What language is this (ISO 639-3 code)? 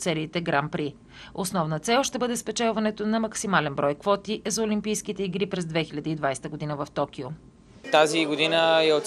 bul